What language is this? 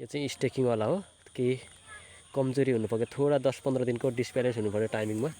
Nepali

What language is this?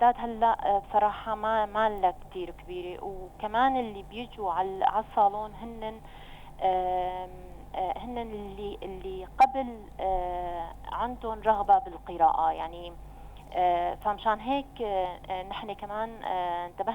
North Levantine Arabic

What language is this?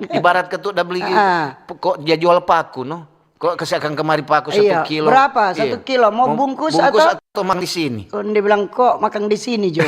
Manado Malay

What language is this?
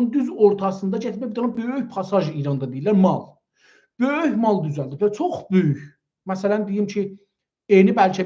South Azerbaijani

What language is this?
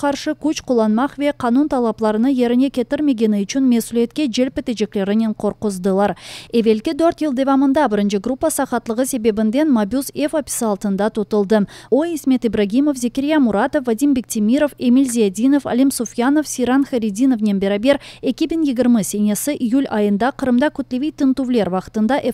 Crimean Tatar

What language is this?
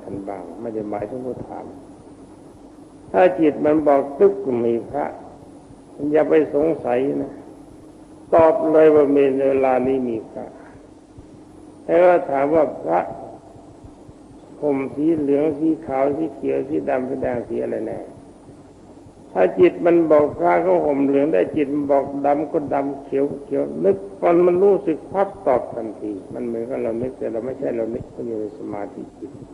Thai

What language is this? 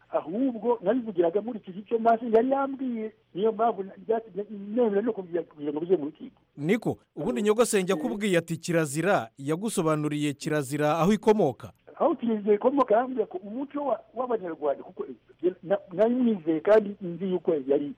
Kinyarwanda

